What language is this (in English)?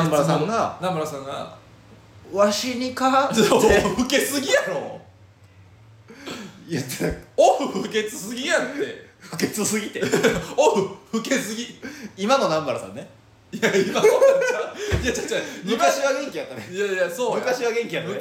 Japanese